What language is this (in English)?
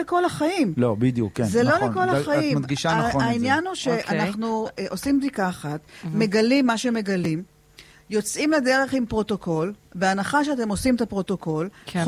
Hebrew